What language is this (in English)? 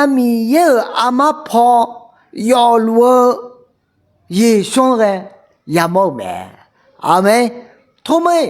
Akha